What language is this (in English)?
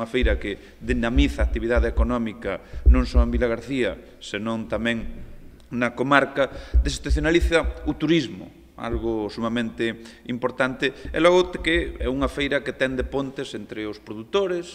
Galician